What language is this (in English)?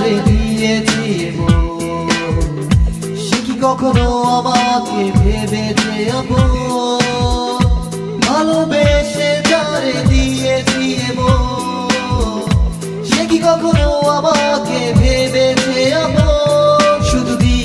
Bangla